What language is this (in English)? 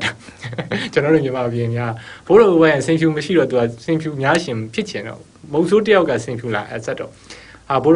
Burmese